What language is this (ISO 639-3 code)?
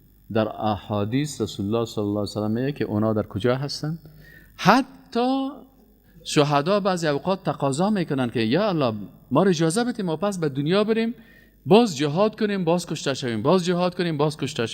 fas